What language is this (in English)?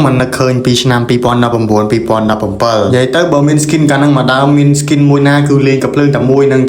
Khmer